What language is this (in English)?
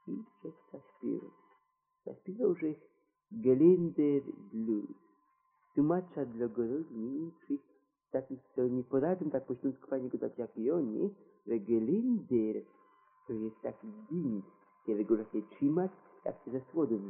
Polish